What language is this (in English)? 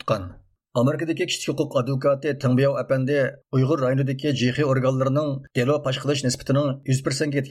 Uyghur